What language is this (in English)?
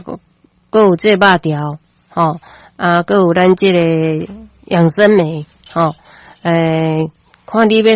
Min Nan Chinese